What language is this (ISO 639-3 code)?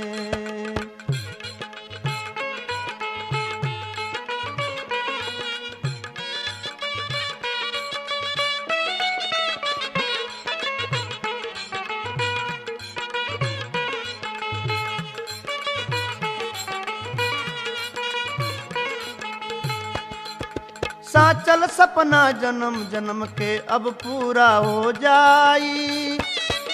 bho